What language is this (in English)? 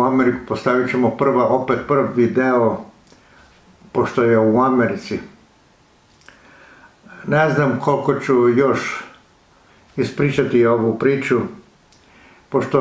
Serbian